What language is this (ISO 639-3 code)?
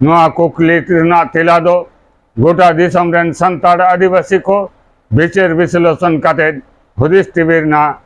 sat